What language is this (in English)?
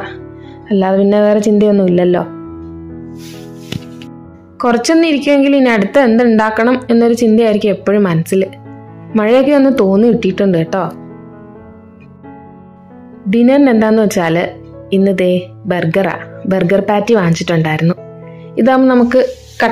Malayalam